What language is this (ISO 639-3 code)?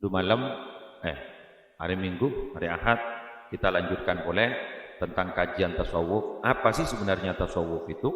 mad